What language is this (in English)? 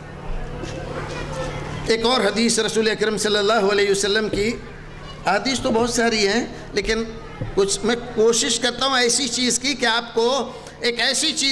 Urdu